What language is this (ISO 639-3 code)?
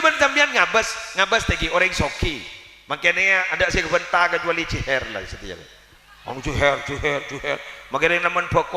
mad